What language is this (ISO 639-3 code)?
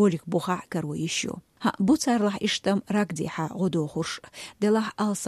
che